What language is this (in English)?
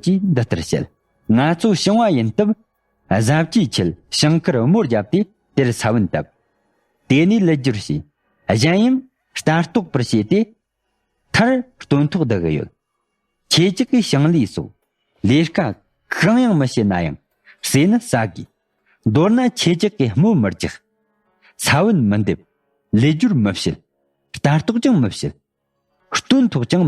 Tibetan